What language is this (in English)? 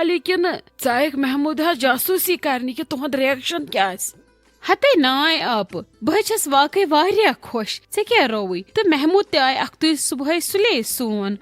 Kashmiri